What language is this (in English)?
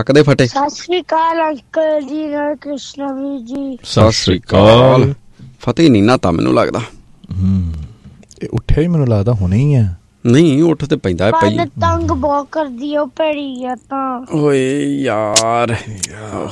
Punjabi